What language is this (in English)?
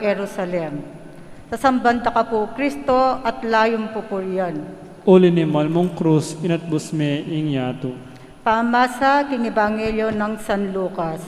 Pampanga